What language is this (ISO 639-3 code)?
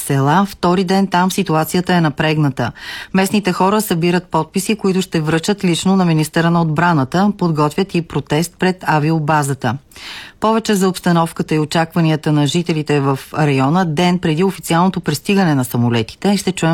bul